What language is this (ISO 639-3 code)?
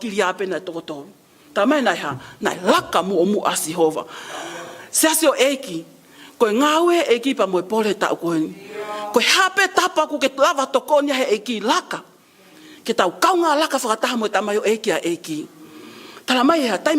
ton